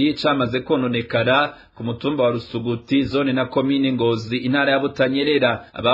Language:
Rundi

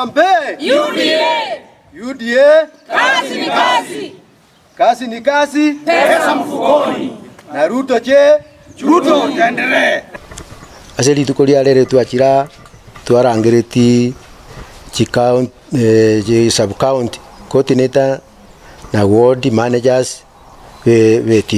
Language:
Gusii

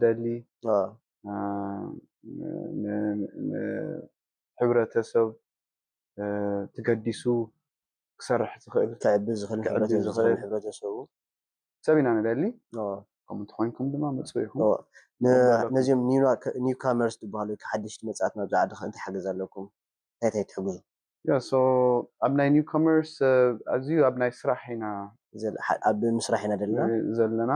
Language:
Tigrinya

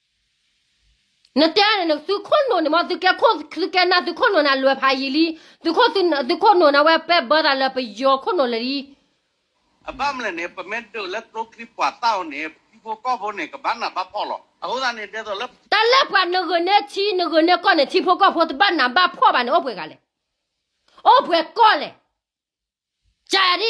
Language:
S'gaw Karen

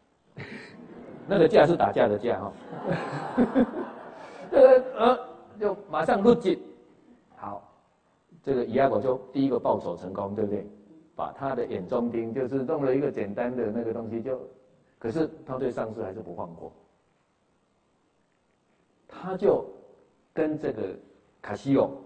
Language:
Chinese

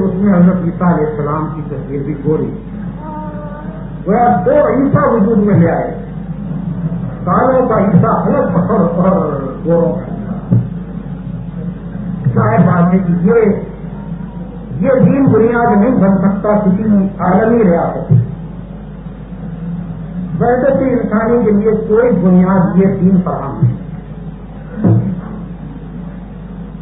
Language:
Urdu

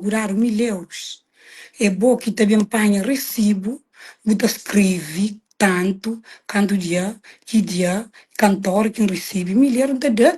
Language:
Kabuverdianu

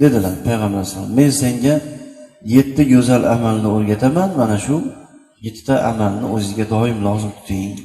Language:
Uzbek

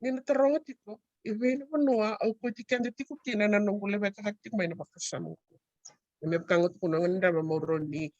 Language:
Fijian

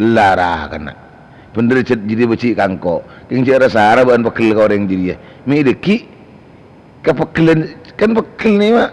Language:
Madurese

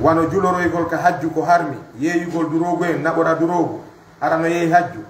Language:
Fula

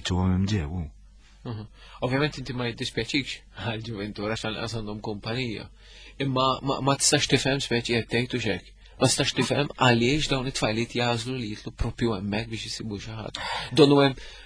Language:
Maltese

